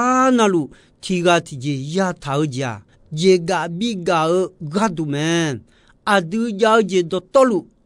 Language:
Akha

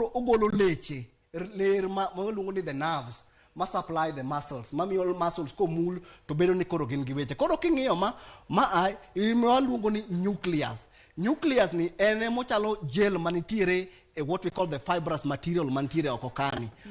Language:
Luo (Kenya and Tanzania)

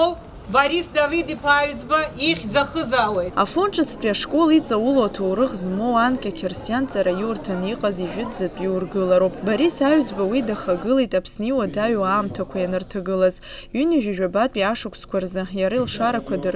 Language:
Abkhazian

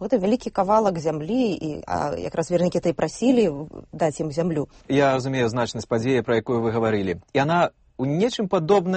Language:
Belarusian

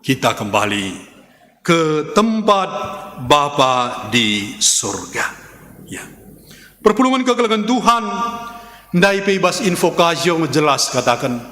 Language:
Batak Karo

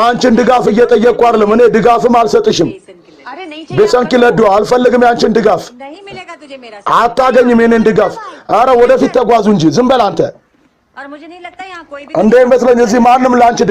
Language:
Amharic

